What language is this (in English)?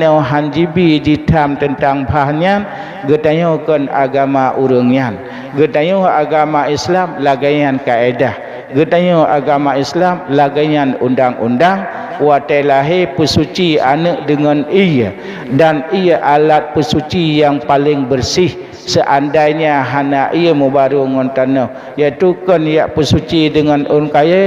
Achinese